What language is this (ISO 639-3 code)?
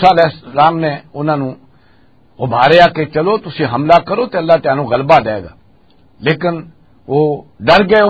lah